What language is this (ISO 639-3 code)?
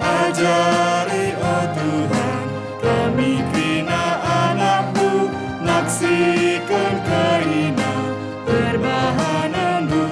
btx